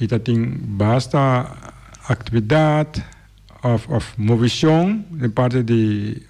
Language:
Papiamento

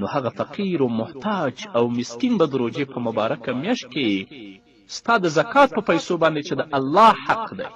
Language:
Pashto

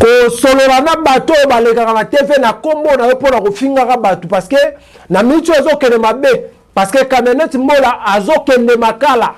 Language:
Lingala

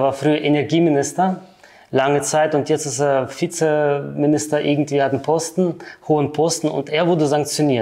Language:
German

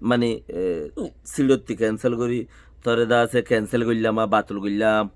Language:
Rohingya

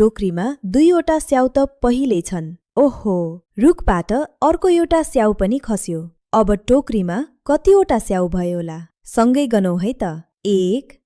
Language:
Nepali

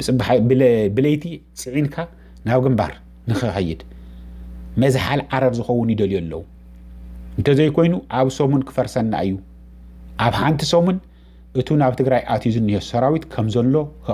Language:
Tigrinya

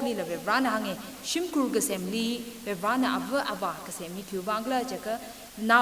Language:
Tangkhul Naga (India)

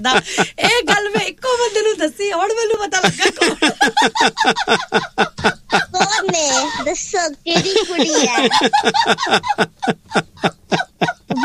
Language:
Punjabi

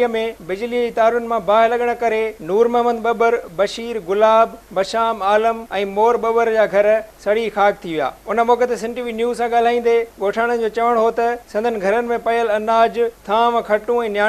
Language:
Sindhi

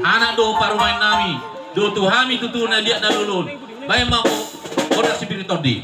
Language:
Batak Toba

